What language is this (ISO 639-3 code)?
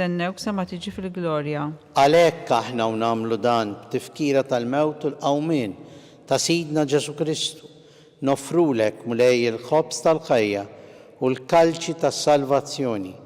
mlt